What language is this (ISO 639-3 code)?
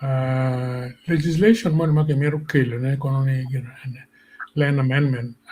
ach